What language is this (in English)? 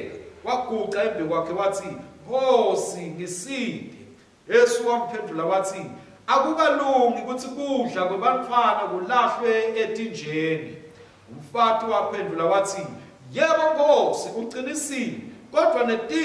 Swati